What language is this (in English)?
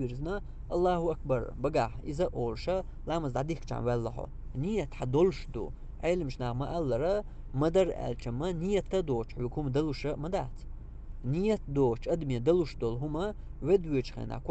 Chechen